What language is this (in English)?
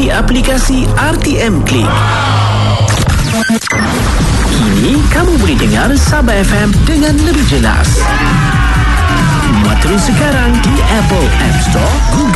Malay